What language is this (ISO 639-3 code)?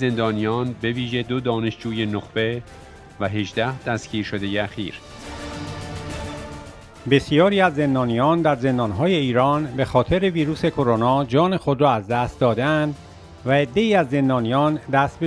fas